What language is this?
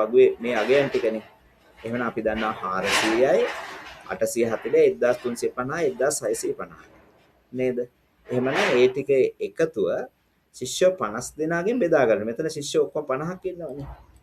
Sinhala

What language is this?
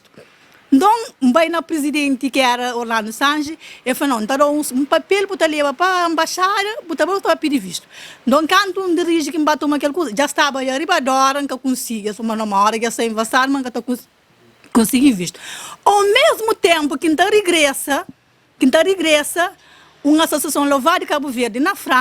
Kabuverdianu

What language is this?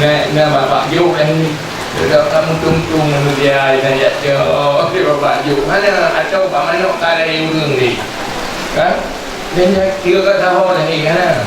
Achinese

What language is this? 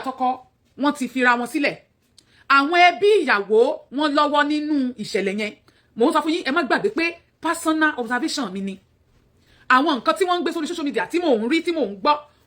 Yoruba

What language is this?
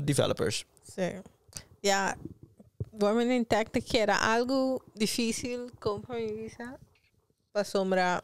Papiamento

